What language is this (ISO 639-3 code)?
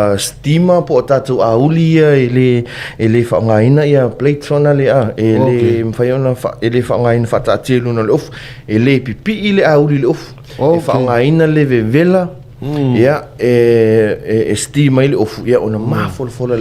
smo